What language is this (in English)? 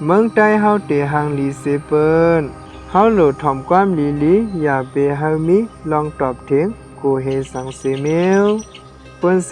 Shan